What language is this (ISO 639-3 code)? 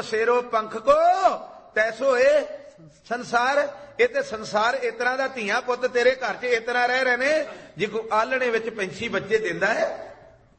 pan